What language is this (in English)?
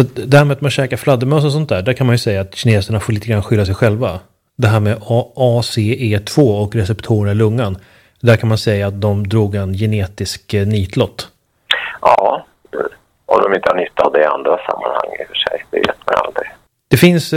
Swedish